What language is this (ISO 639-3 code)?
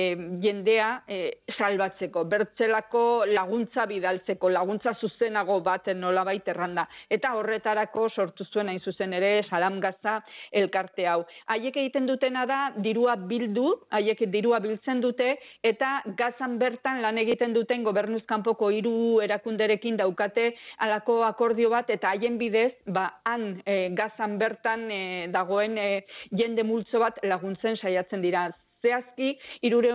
eus